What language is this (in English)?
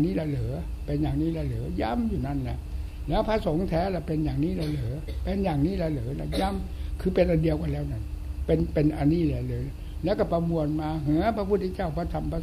Thai